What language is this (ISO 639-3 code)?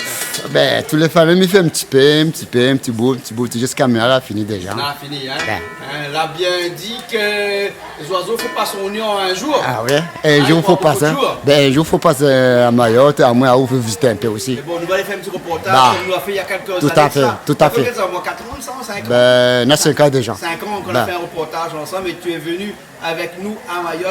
rcf